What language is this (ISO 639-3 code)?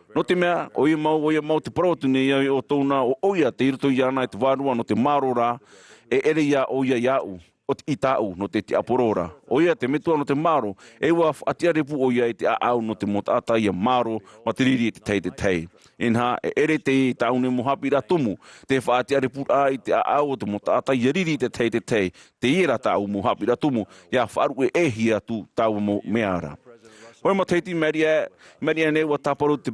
tah